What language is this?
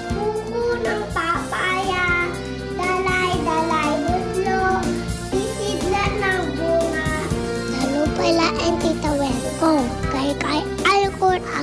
Iloko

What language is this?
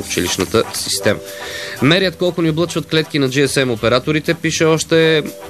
Bulgarian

